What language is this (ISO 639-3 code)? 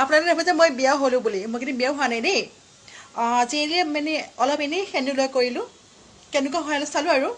asm